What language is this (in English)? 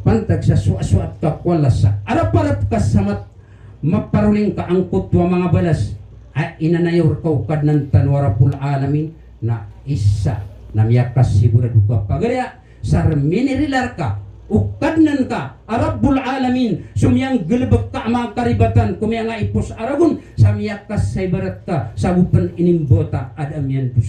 Maranao